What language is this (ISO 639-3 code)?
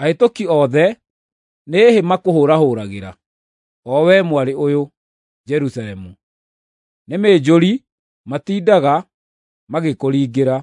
kik